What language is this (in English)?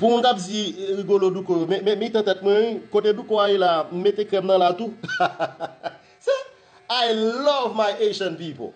Haitian Creole